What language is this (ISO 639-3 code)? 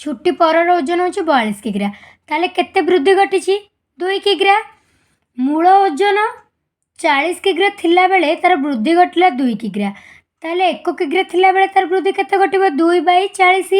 ori